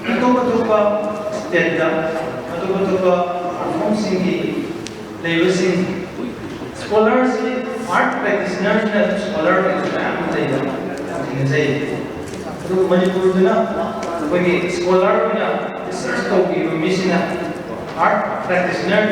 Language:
Manipuri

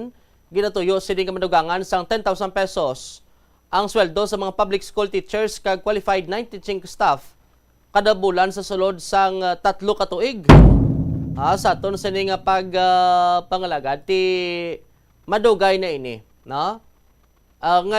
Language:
Hiligaynon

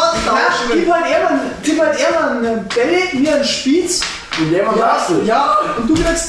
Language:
Bavarian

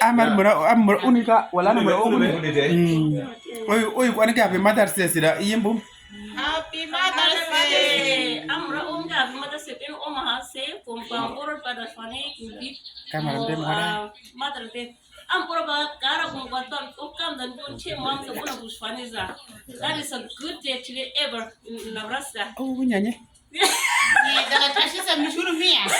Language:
Uduk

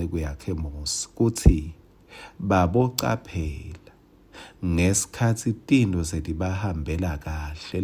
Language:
Swati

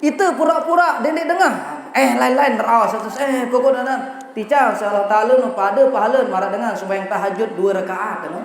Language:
Sasak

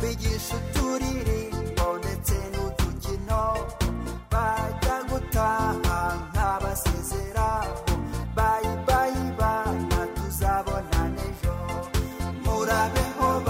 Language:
Kinyarwanda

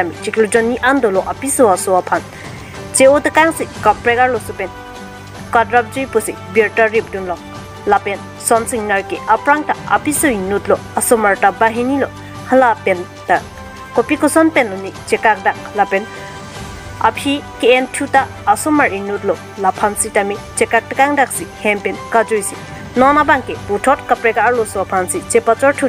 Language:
Karbi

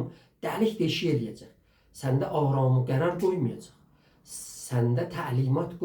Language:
South Azerbaijani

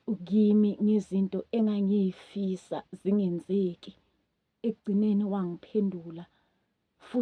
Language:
Zulu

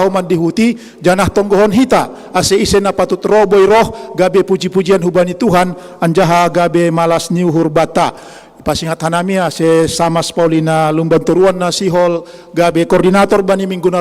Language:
Batak Simalungun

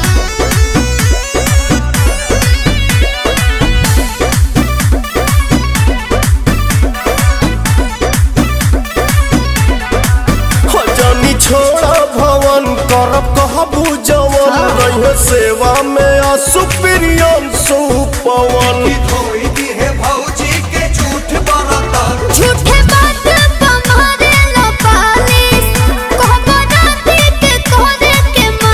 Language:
Bhojpuri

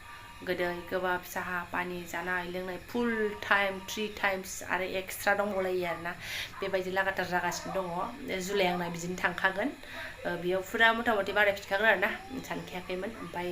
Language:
Bodo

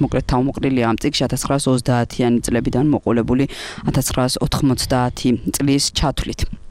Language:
Georgian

